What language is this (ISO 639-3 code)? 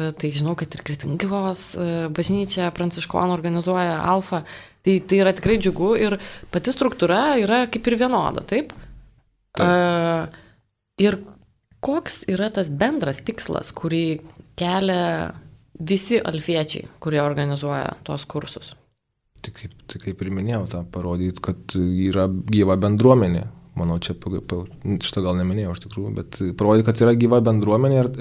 lit